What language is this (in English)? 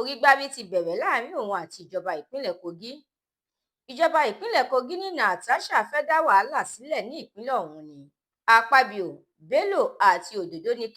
Yoruba